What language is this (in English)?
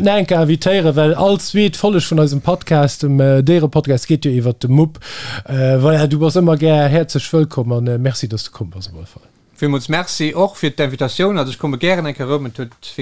Luxembourgish